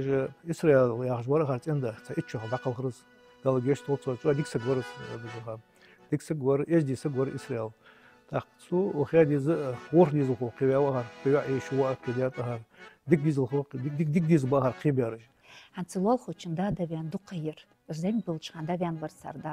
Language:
Ingush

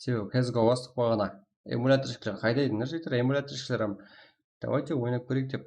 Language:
Kara-Kalpak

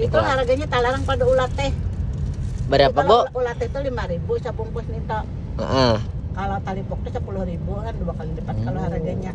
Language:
Banjar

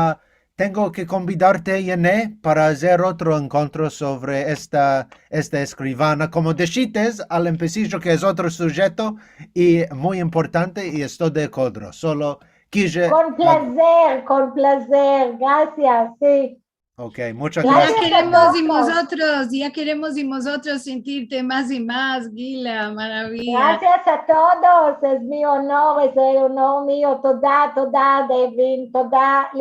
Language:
Ladino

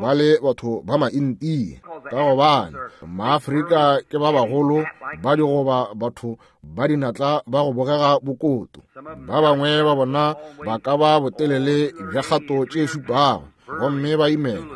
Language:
Northern Sotho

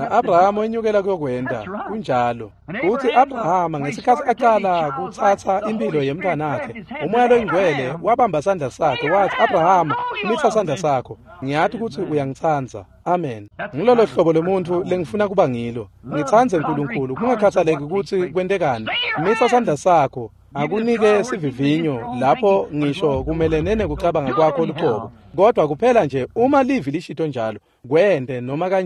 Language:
Swati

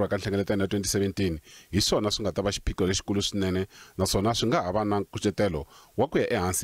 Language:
Tsonga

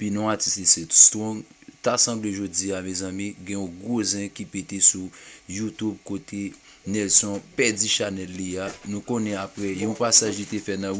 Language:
Haitian Creole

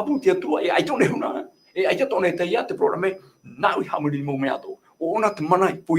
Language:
Tahitian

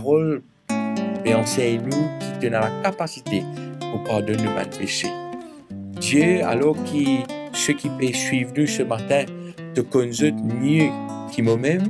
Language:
Morisyen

